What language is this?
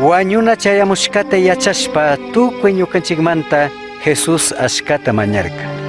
Chimborazo Highland Quichua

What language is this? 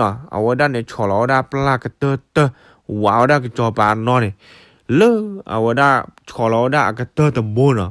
S'gaw Karen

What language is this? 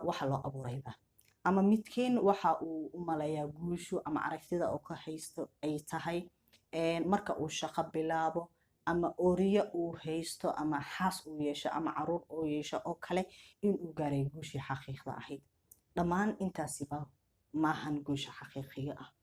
Somali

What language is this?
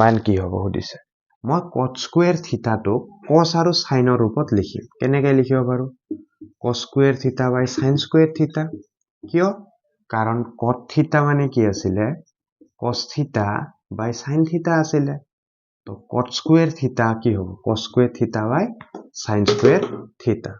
Assamese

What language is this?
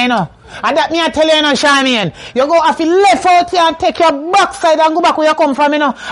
Jamaican Creole English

